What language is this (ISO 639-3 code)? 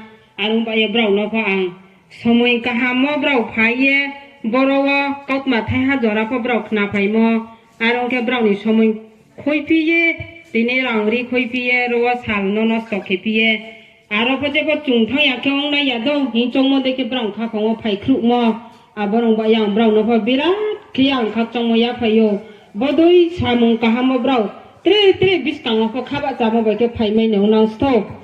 ria